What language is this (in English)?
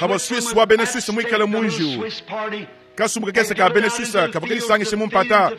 Luba-Lulua